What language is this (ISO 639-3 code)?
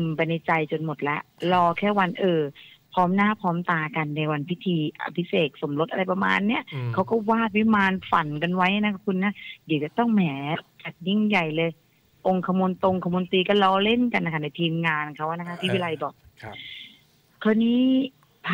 tha